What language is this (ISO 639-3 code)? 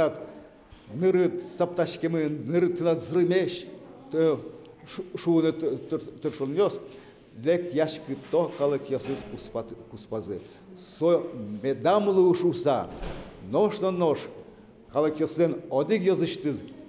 udm